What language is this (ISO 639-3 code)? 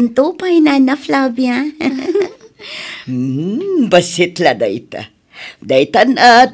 ilo